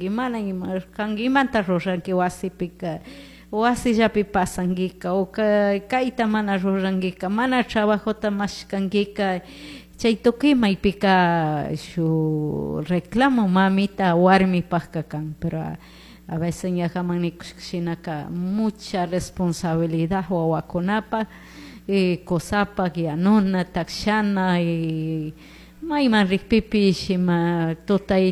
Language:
Chimborazo Highland Quichua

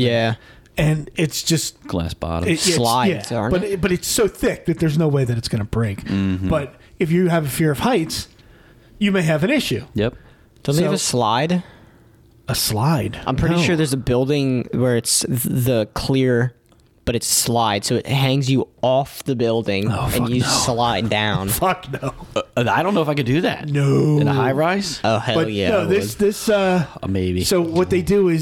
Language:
English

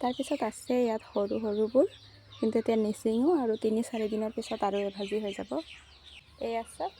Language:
Assamese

